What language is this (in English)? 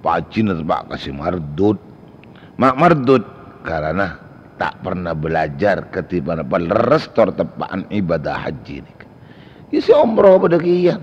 Madurese